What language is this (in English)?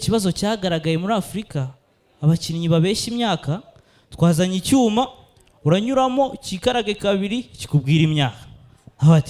Kinyarwanda